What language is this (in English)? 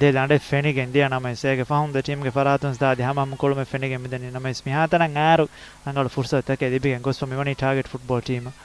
Divehi